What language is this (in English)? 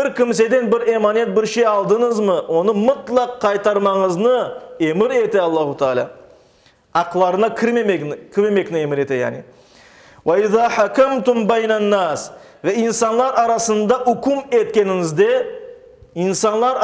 Crimean Tatar